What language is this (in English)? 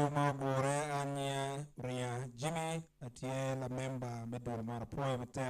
Acoli